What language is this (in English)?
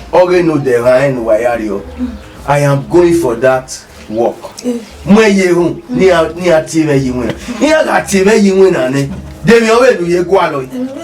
Bini